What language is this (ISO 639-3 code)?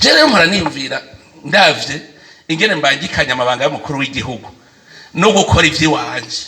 run